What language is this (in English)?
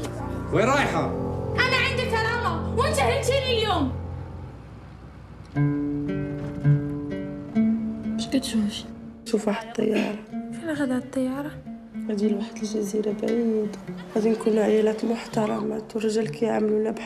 Moroccan Arabic